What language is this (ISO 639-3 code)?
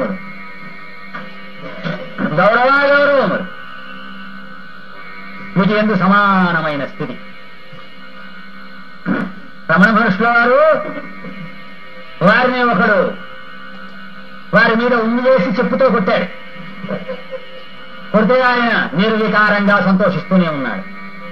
tel